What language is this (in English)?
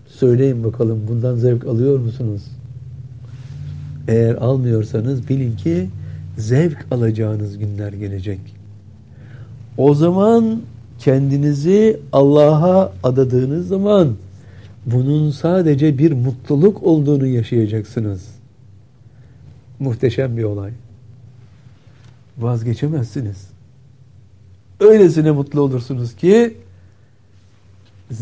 Turkish